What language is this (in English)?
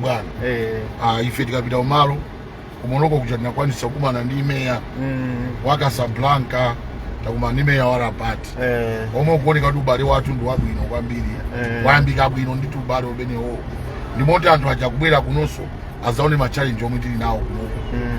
Nyanja